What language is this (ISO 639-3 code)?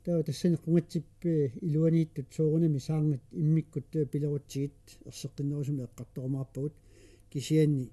kal